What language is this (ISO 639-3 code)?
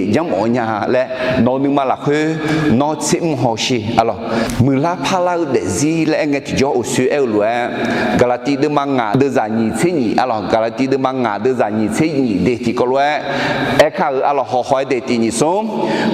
ahk